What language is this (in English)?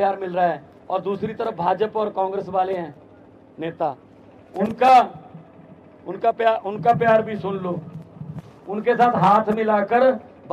Hindi